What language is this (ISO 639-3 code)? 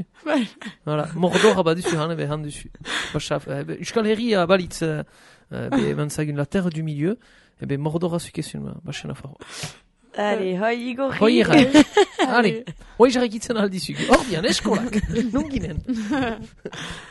eus